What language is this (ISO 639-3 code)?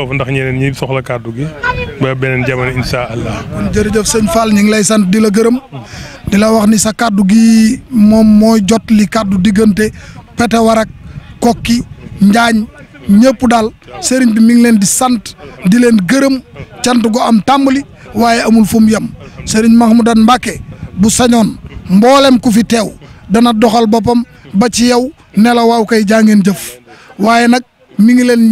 wol